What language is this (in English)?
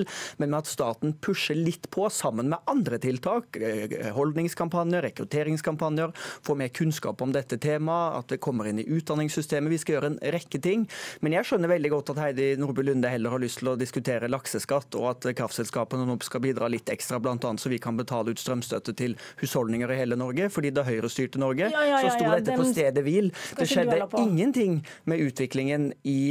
Norwegian